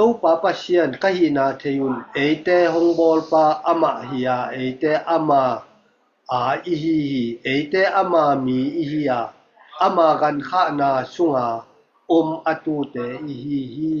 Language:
Tedim Chin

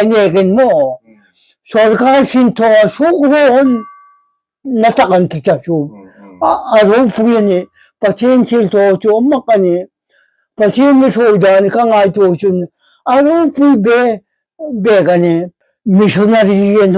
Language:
Hmar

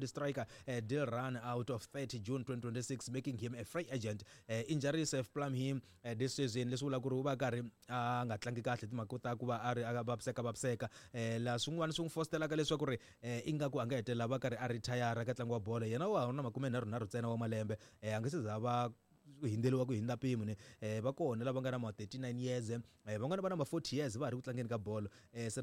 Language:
Tsonga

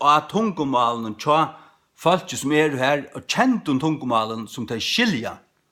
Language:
Faroese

